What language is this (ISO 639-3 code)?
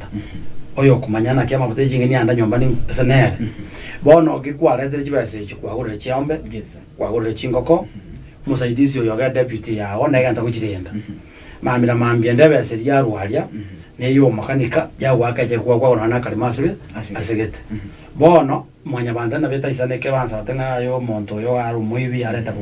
guz